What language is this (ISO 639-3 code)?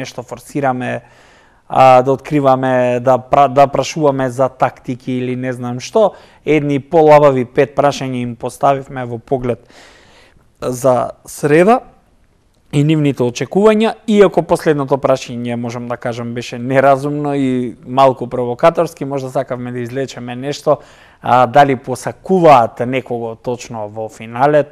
mkd